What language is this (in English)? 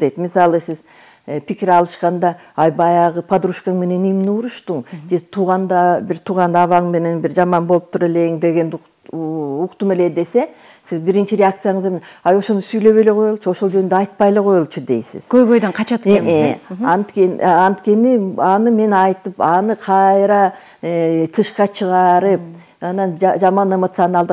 Kyrgyz